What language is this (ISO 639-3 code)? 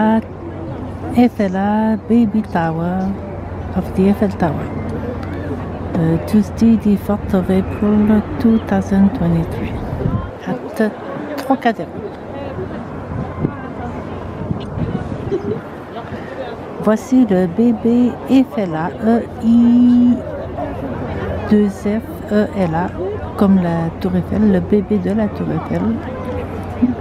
fra